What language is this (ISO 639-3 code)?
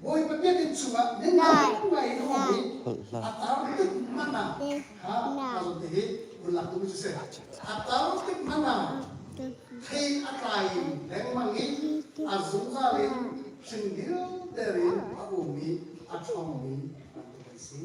cnh